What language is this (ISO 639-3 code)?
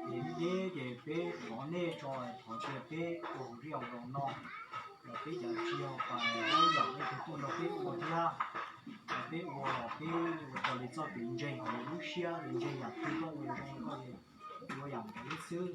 hmn